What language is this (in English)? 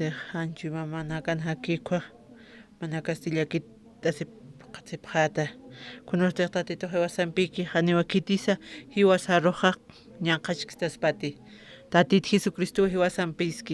Aymara